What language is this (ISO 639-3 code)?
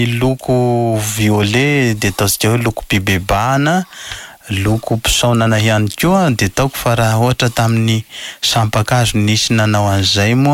mlg